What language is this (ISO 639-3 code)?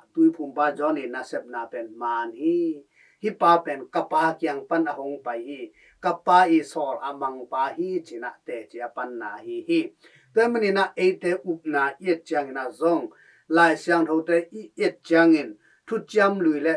ctd